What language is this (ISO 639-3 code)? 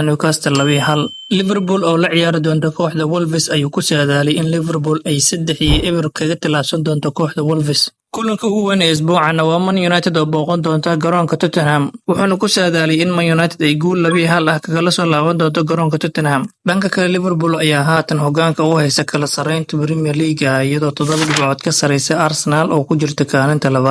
som